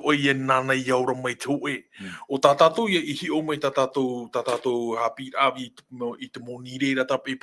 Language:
Tahitian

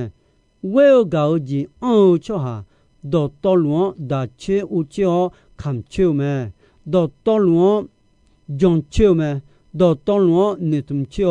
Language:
Akha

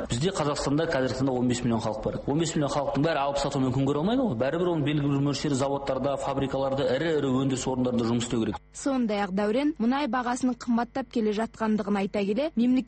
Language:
Kazakh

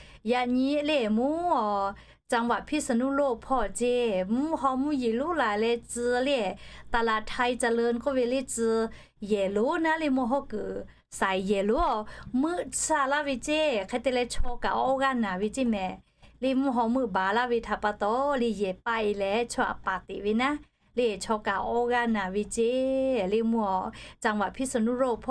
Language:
Lahu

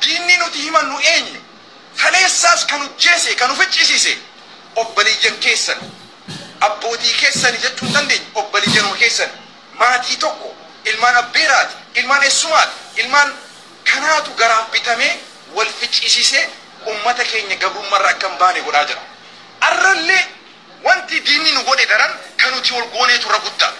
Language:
Oromo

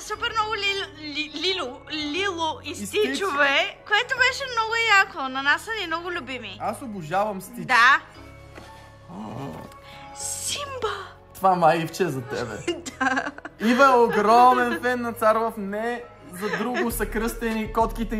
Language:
Bulgarian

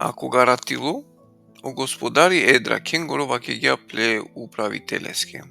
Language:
Balkan Romani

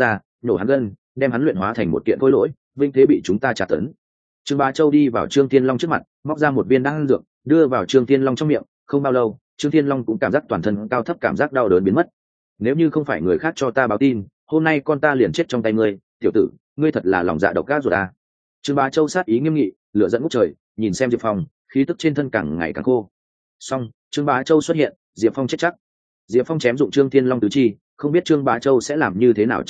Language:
Vietnamese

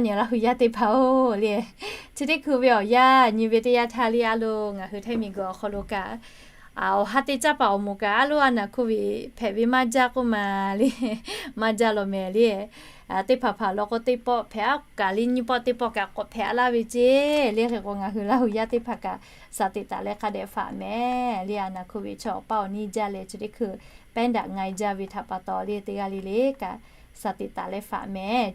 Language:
Lahu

